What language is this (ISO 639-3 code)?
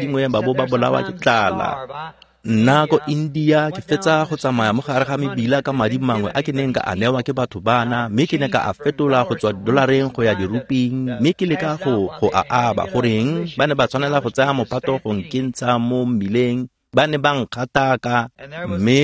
tsn